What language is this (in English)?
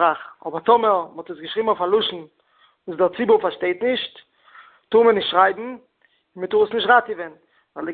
Yiddish